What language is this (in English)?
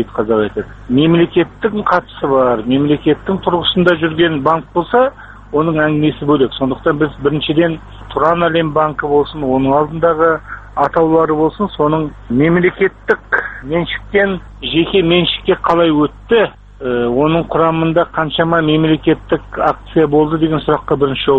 Kazakh